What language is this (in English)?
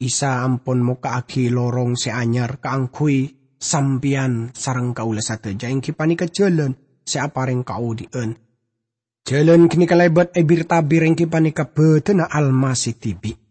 Madurese